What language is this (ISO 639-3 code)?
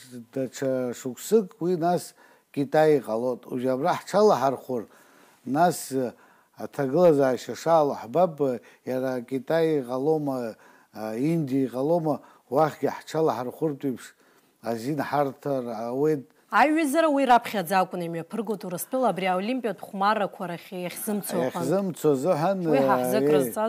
abk